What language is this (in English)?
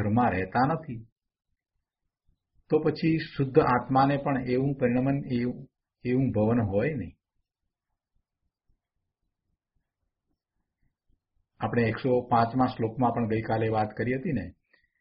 Gujarati